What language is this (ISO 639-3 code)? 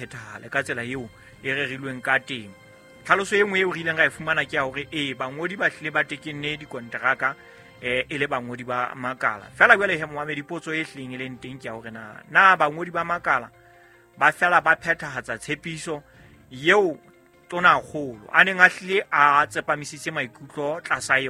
sot